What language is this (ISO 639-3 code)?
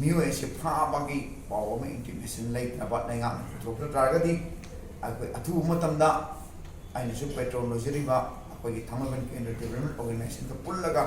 mni